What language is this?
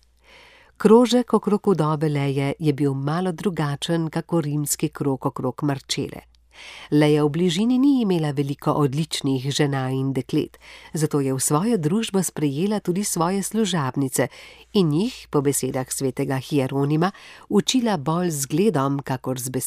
Slovenian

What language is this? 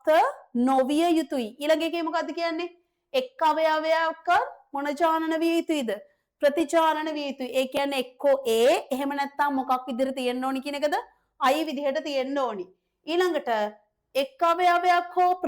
Sinhala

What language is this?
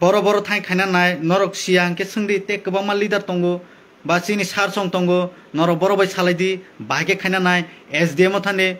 Kok Borok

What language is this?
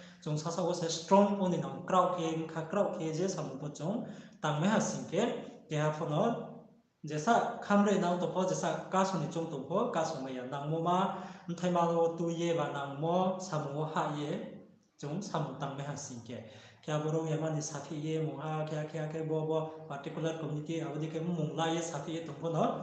Riang (India)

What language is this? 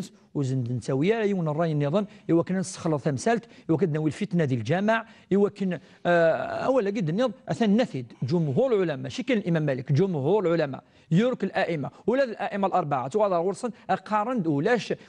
Kabyle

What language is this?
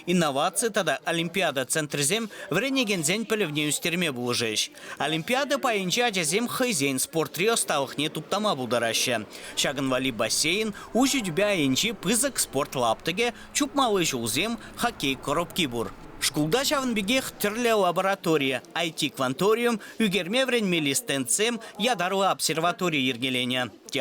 Chuvash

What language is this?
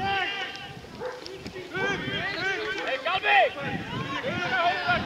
Czech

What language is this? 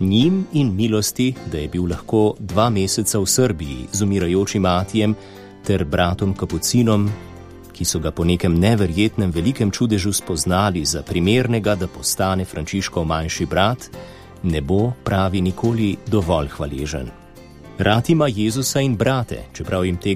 Slovenian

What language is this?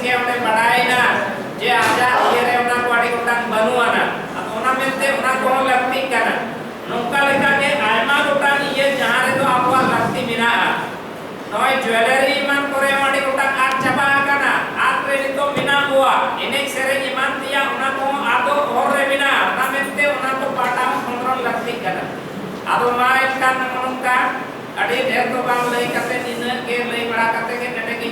Santali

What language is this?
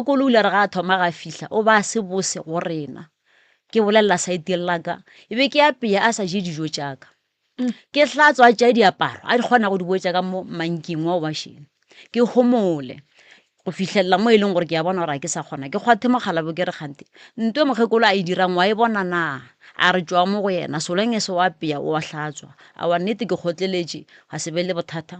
Northern Sotho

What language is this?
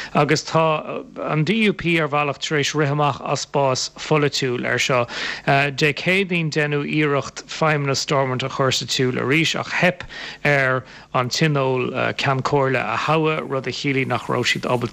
Irish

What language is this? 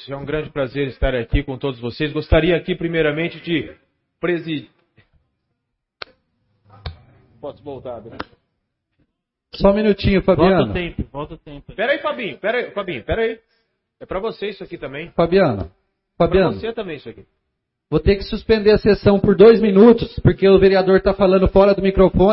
Portuguese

